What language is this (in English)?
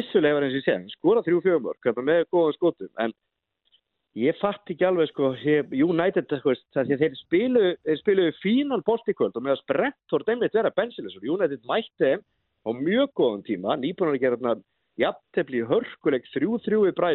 Icelandic